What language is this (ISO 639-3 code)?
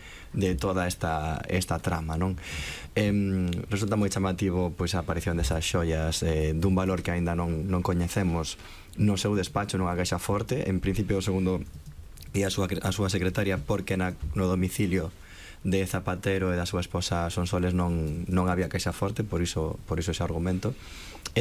glg